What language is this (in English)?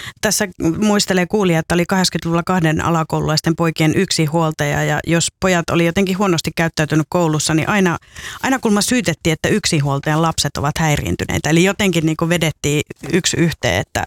Finnish